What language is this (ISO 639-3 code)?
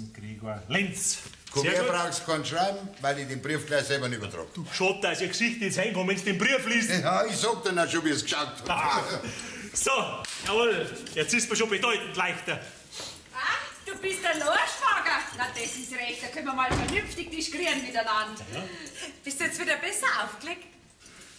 bar